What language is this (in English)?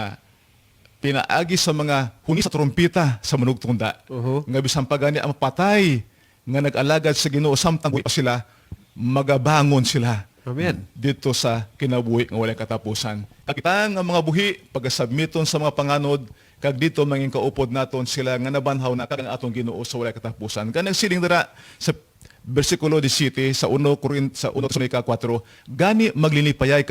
Cebuano